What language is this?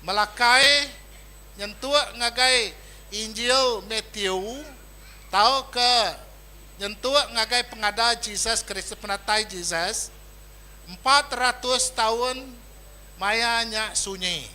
Iban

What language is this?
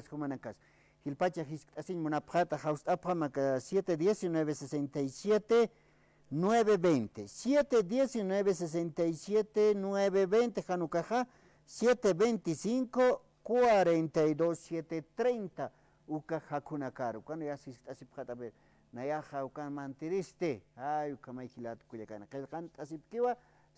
Aymara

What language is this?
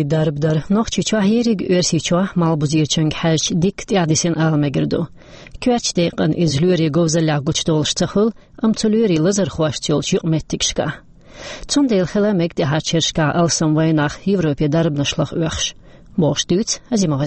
Chechen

